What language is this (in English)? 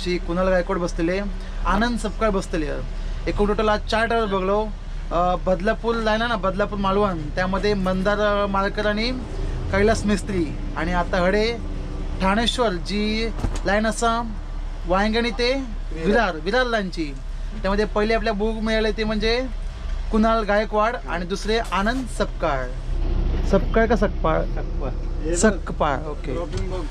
Marathi